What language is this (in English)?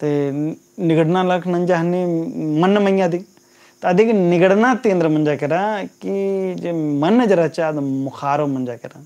Kurukh